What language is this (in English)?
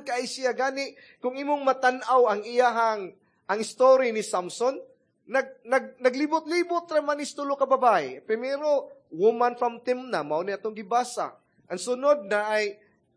Cebuano